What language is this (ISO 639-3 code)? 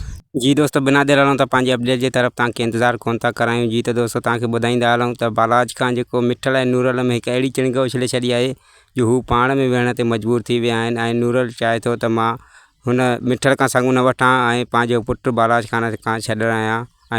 snd